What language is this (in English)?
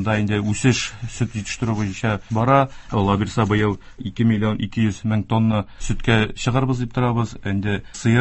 Tatar